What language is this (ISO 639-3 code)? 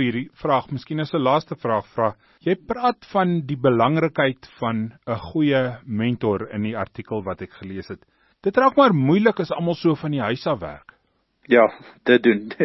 afr